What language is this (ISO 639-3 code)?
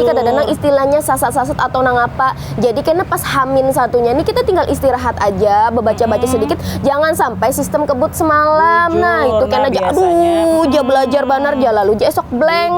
bjn